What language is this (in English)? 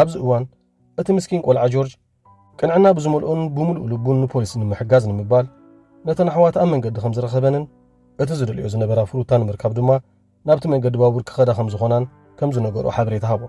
Tigrinya